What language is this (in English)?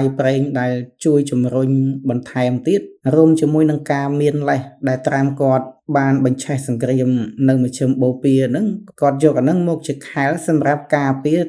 Khmer